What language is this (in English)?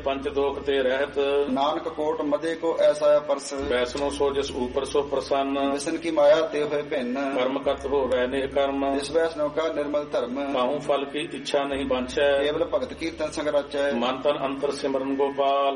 Punjabi